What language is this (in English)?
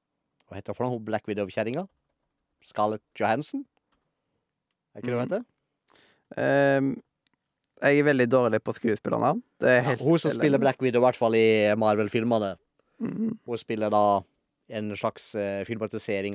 Norwegian